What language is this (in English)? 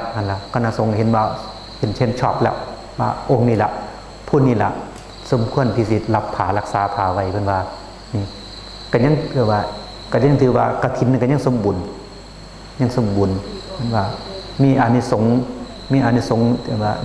Northeastern Thai